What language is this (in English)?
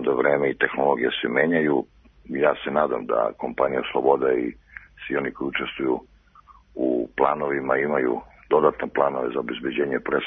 Serbian